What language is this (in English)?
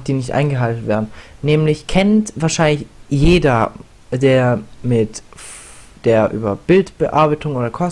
German